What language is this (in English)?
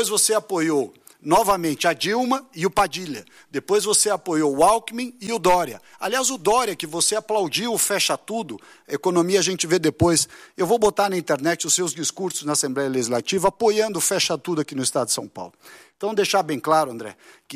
Portuguese